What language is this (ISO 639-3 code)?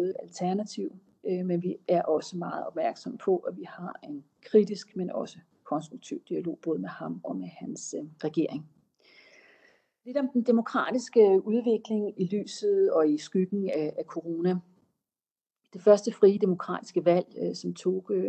dan